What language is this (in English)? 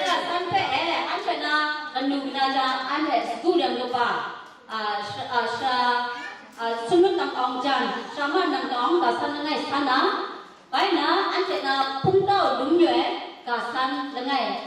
Kachin